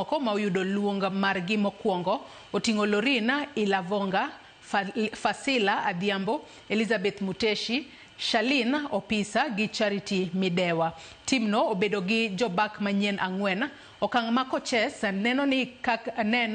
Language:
Luo (Kenya and Tanzania)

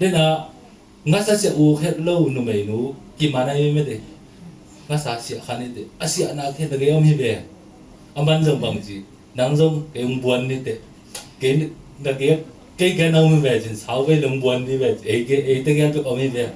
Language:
Tedim Chin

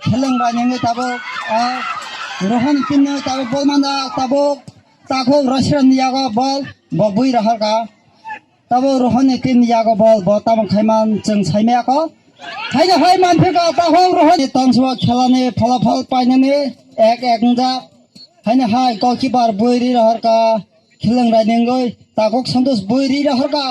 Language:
Kok Borok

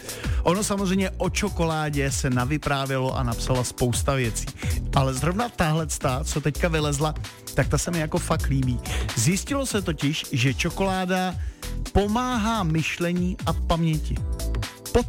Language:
Czech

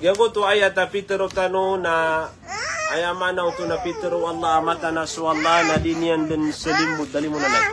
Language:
Maranao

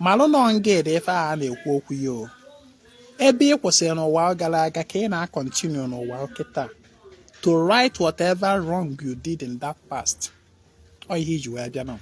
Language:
Igbo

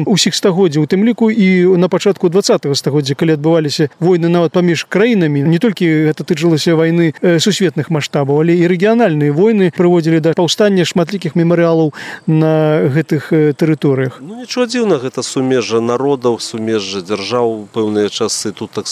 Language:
Belarusian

